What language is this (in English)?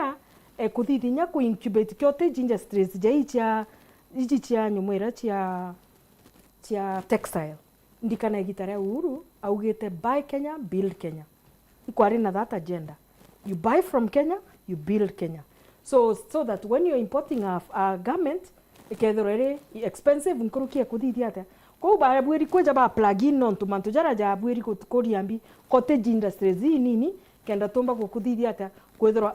Meru